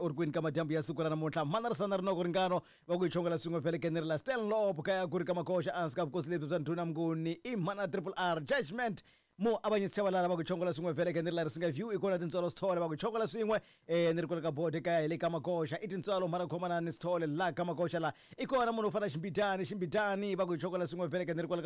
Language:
Tsonga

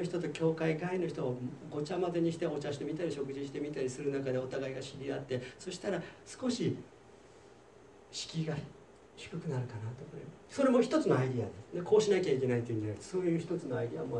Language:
Japanese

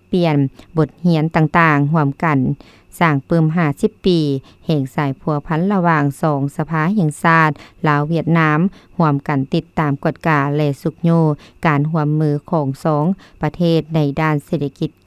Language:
Lao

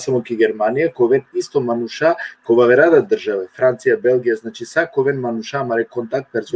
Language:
Balkan Romani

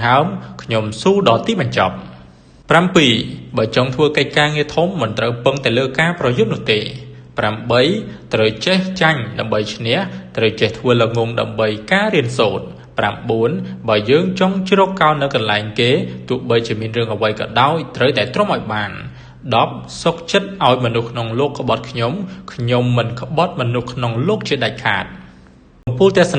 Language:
Khmer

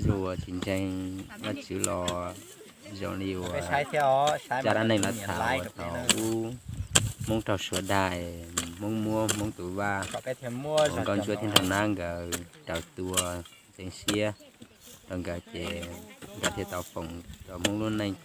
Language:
Hmong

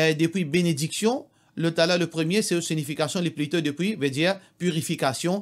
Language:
Morisyen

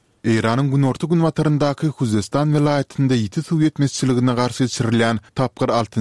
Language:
Turkmen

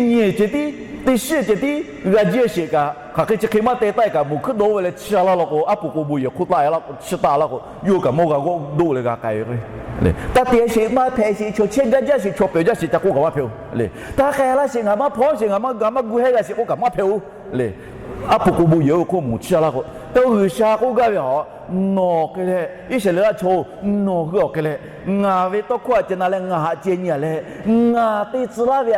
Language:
Lahu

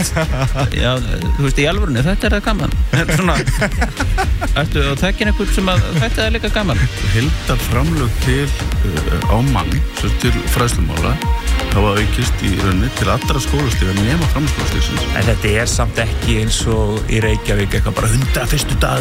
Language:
Icelandic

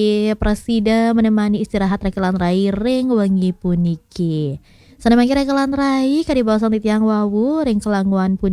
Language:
Balinese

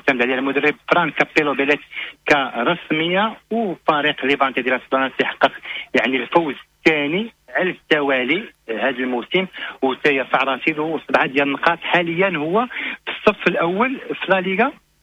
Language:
Moroccan Arabic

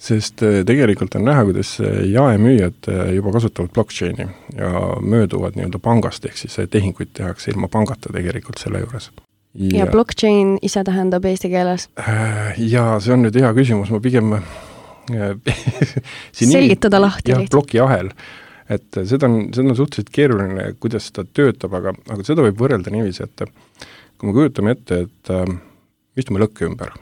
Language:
Estonian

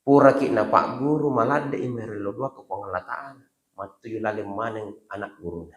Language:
Buginese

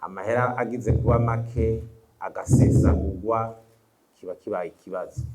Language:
Rundi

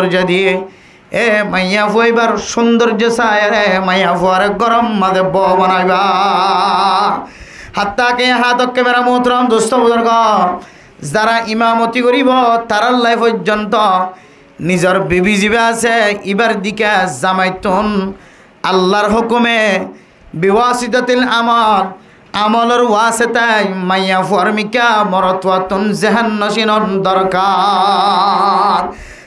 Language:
Rohingya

